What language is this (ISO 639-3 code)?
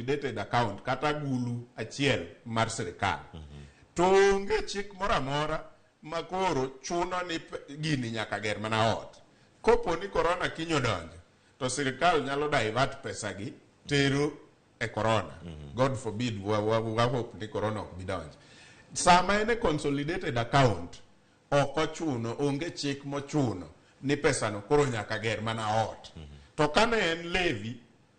luo